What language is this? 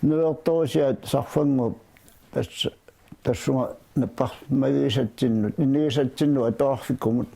Kalaallisut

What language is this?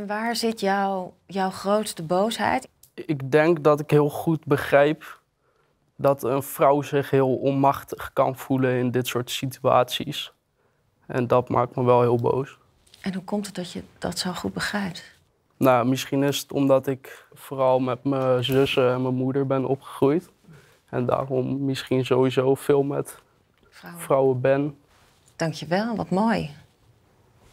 Dutch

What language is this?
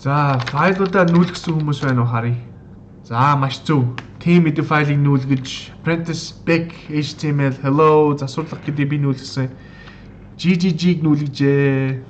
Mongolian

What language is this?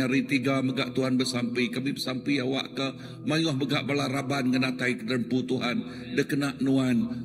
Iban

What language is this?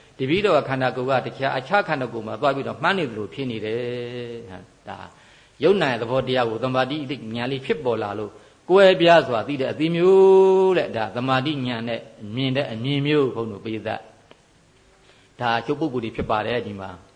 Burmese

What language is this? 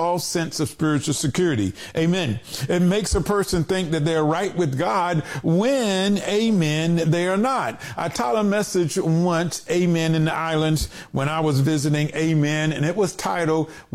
English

